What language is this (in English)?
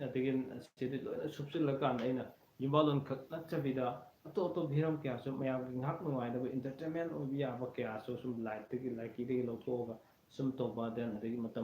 Manipuri